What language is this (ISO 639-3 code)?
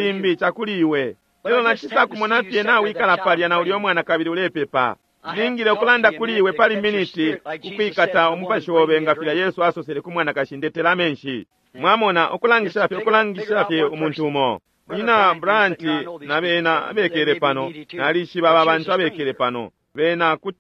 bem